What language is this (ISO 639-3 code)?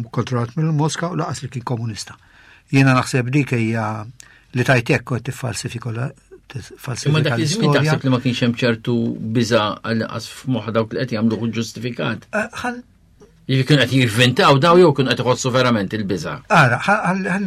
mlt